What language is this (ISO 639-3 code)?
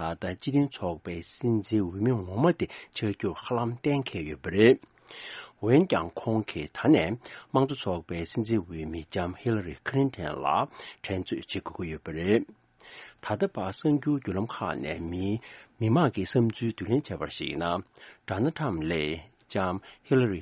bod